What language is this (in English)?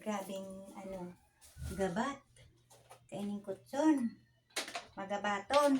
Bikol